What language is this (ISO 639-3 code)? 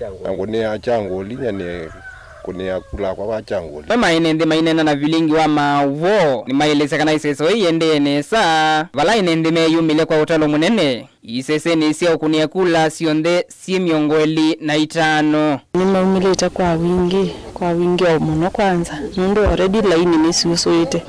kam